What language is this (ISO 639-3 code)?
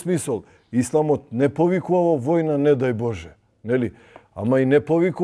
mkd